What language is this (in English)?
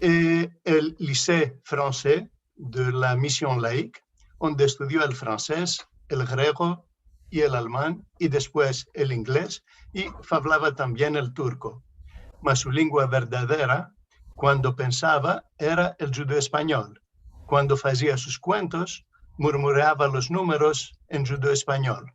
Ladino